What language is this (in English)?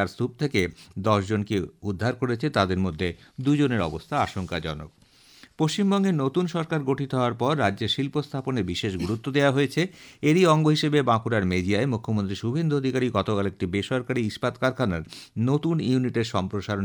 Bangla